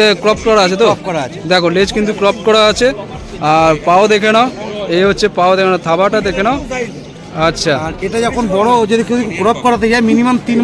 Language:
Bangla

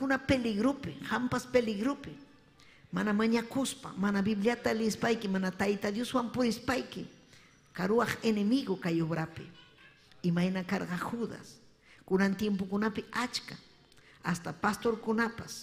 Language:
Ayacucho Quechua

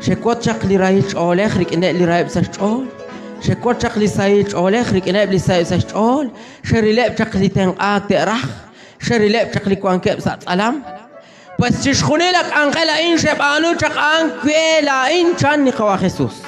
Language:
Kekchí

